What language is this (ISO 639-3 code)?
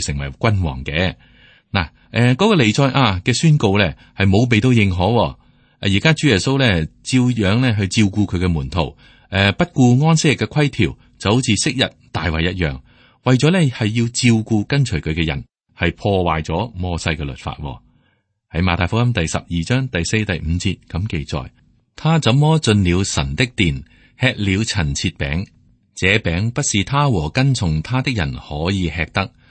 yue